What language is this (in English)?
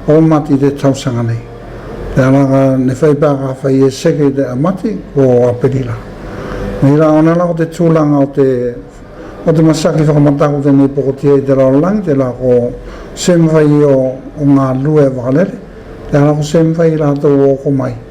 Tuvalu